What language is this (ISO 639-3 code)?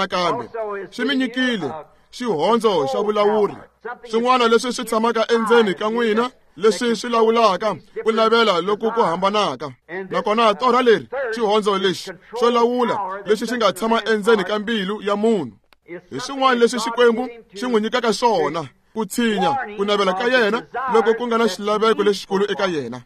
tso